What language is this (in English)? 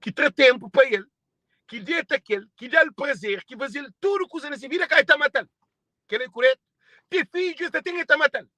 Kabuverdianu